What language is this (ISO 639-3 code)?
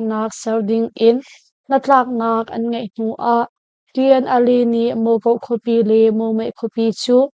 cnh